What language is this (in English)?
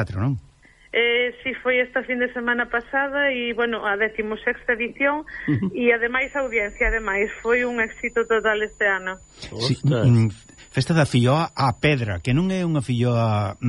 Galician